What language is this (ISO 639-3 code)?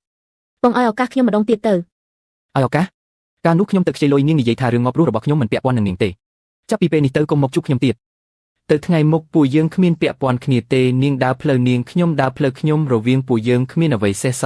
khm